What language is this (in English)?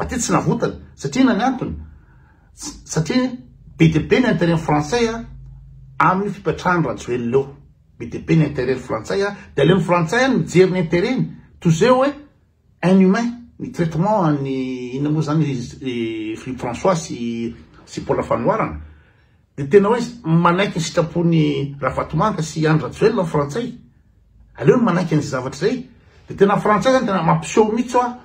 Malagasy